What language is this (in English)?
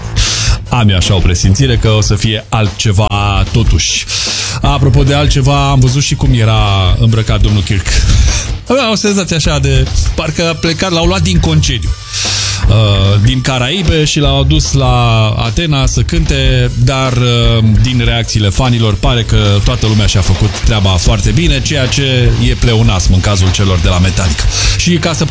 Romanian